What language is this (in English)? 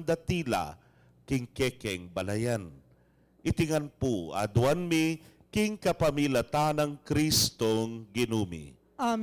Pampanga